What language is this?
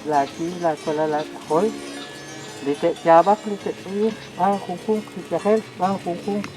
Kekchí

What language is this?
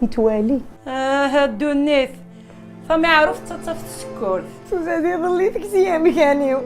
Kabyle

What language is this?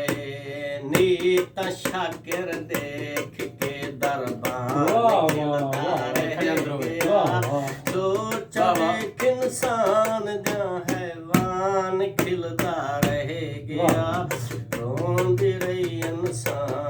Saraiki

